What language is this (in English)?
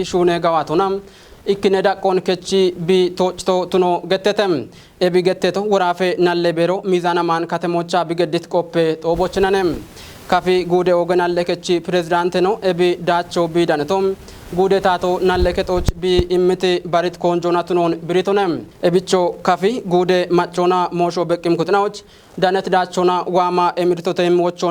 Kafa